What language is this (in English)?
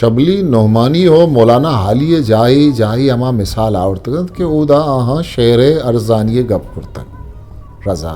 Eastern Balochi